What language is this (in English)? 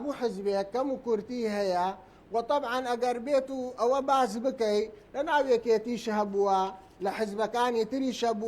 Central Kurdish